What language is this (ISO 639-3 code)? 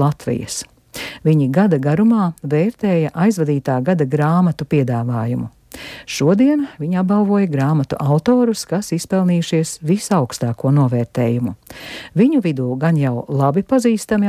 lav